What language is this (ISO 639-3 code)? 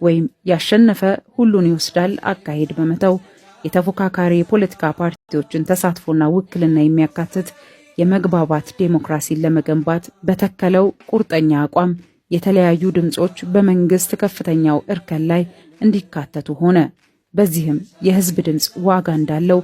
amh